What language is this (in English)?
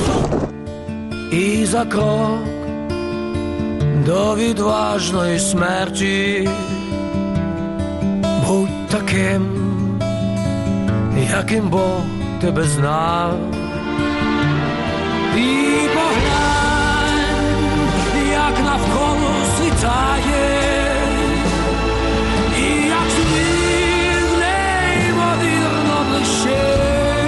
Ukrainian